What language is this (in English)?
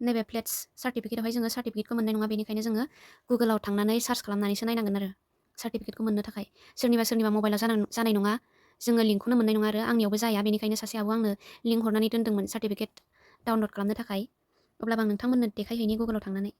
Bodo